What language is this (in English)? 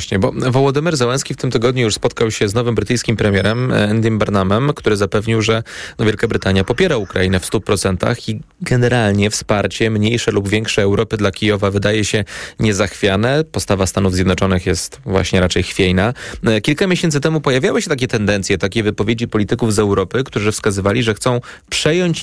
Polish